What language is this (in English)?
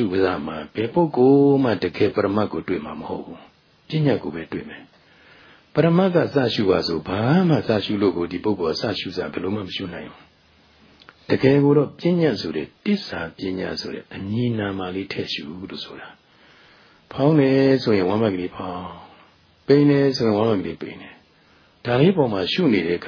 Burmese